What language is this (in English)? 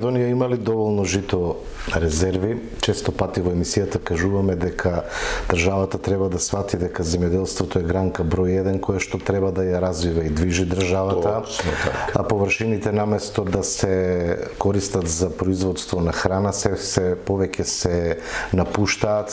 Macedonian